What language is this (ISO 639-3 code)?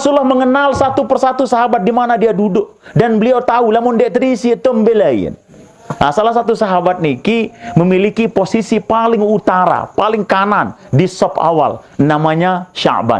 sas